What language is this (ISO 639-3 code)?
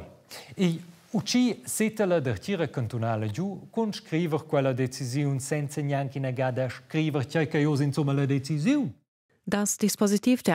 roh